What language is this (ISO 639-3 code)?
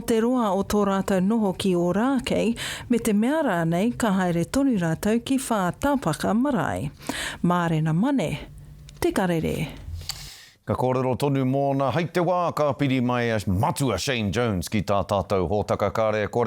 mri